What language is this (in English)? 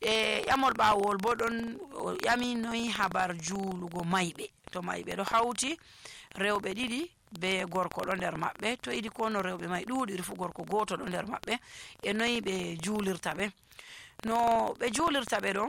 Nigerian Fulfulde